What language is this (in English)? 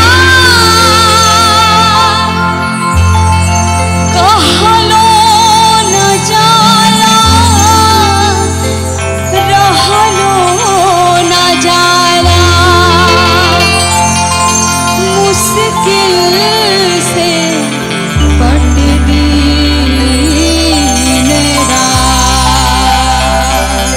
Bhojpuri